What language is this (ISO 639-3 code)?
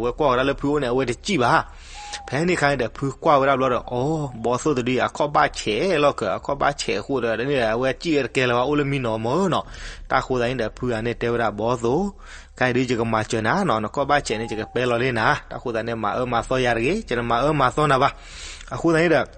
ksw